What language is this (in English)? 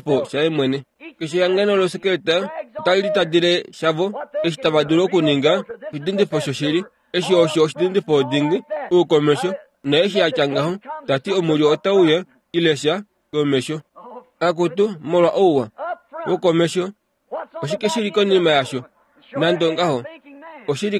Kuanyama